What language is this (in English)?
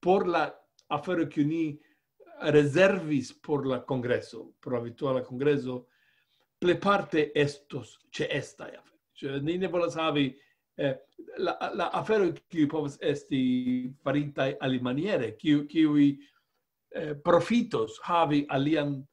Esperanto